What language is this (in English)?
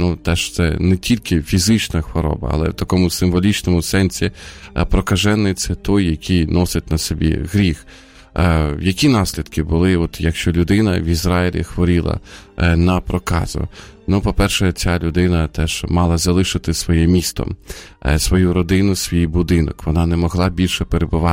Ukrainian